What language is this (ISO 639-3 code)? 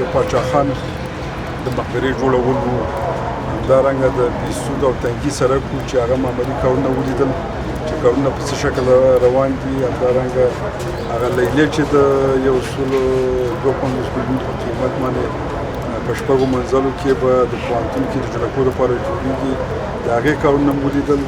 pus